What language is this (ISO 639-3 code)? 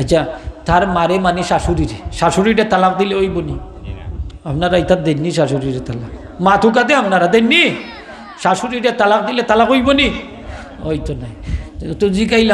syl